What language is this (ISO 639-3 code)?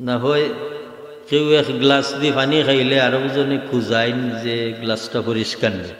syl